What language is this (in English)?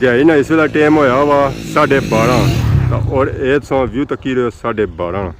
Pahari-Potwari